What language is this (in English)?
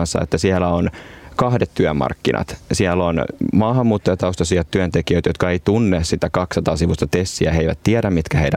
Finnish